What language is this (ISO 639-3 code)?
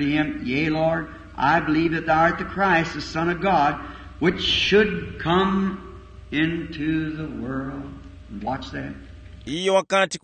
tum